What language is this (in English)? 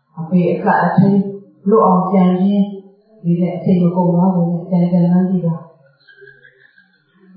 Burmese